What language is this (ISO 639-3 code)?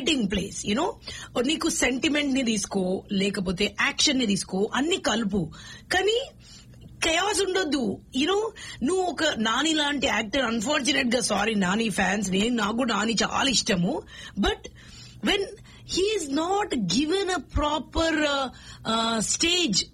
tel